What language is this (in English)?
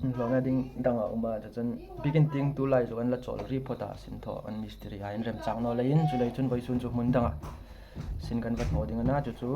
Hmar